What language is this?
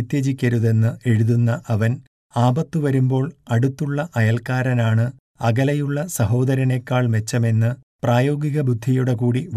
Malayalam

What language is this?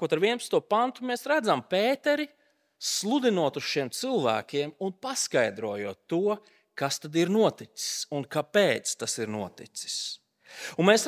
Latvian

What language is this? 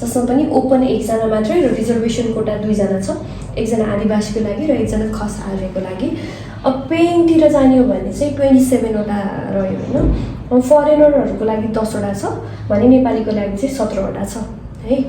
Nepali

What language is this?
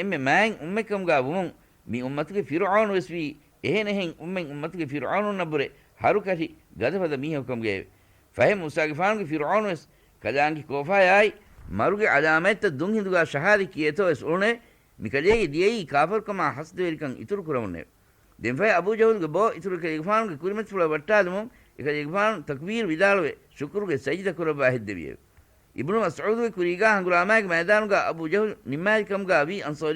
Divehi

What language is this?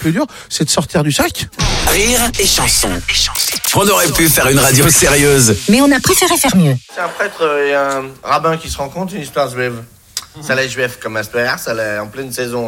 French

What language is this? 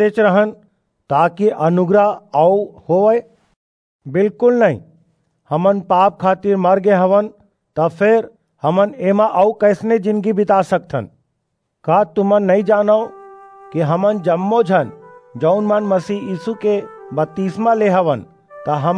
Chhattisgarhi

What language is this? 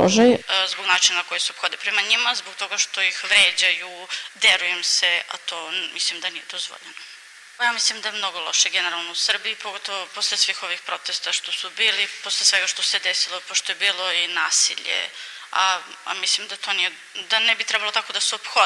Serbian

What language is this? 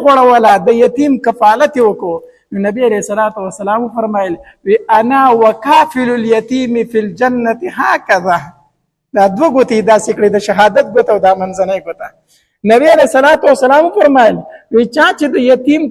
Pashto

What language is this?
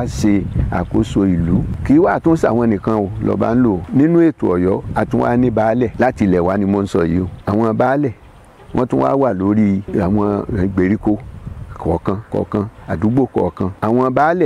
Yoruba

